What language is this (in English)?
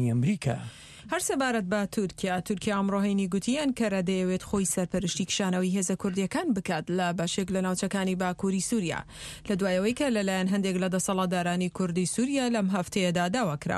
Central Kurdish